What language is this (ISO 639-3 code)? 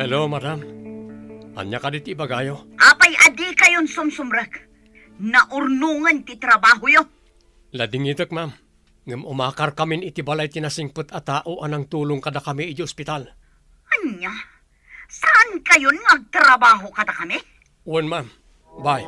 ilo